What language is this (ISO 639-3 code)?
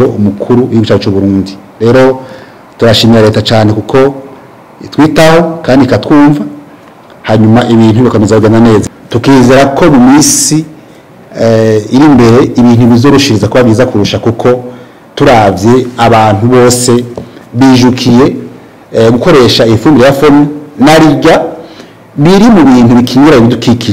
run